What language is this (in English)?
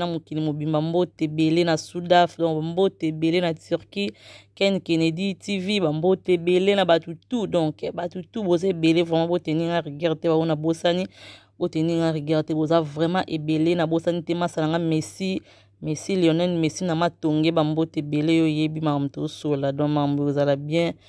Lingala